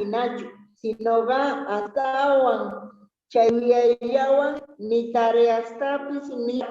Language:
Quechua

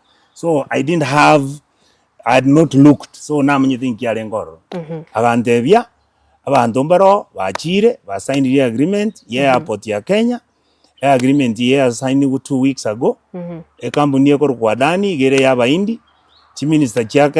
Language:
Gusii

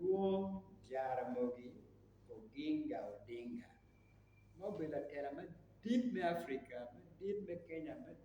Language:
Acoli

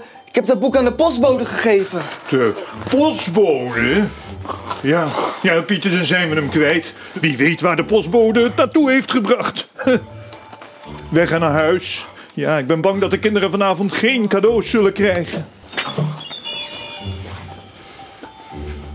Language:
Dutch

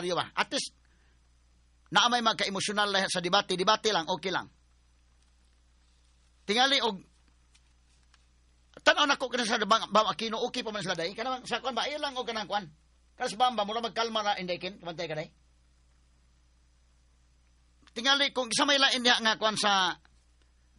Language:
Cebuano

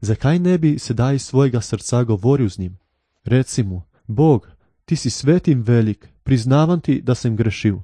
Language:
Slovenian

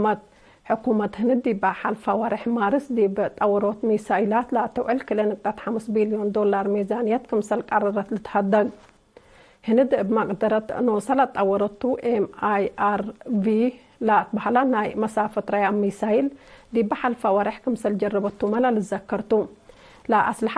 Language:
Tigre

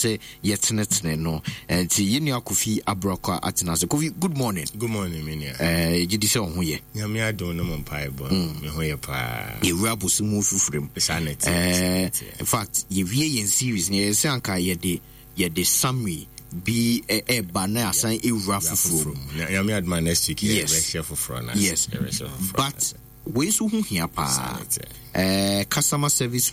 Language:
Akan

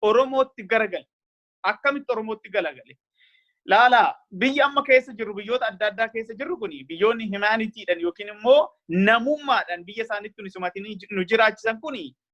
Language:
Oromo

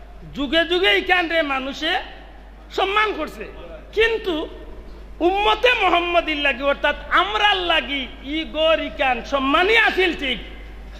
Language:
Sylheti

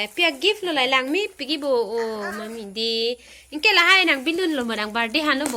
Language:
Karbi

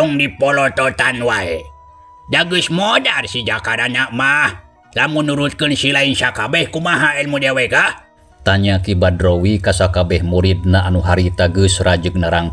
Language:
Sundanese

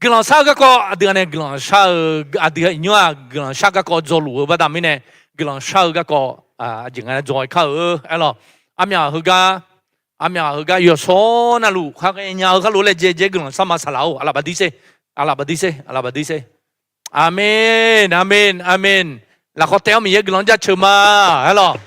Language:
Akha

